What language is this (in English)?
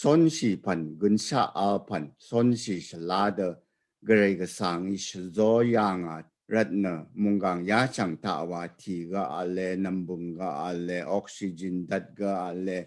Rawang